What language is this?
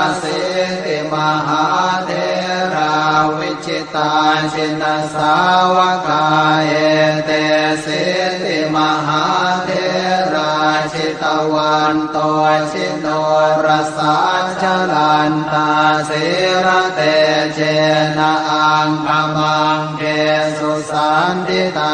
Pali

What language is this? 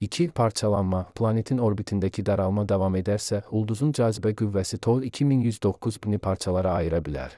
Azerbaijani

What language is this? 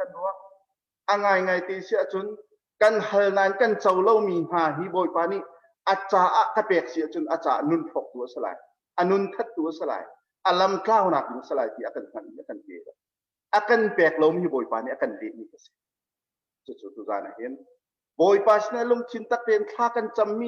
Hakha Chin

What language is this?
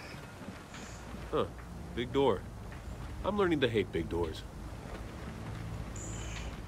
English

